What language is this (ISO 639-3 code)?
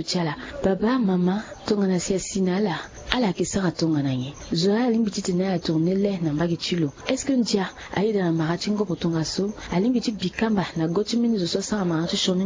sag